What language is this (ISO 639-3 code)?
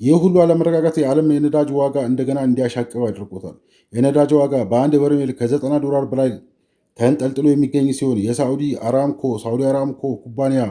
amh